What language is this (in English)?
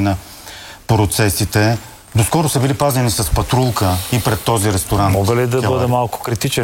Bulgarian